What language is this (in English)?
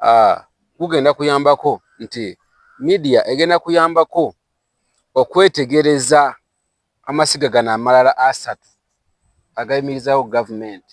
Ganda